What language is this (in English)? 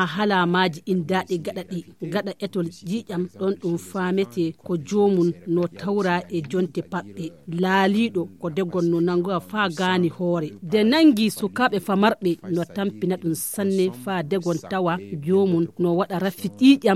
Fula